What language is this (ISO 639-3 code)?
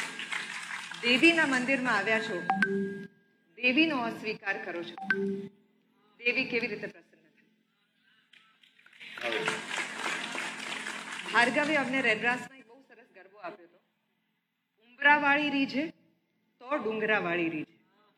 guj